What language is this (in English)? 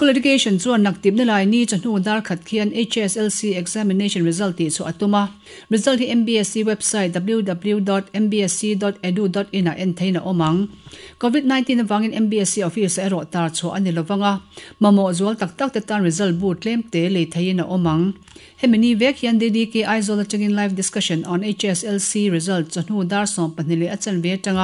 Mizo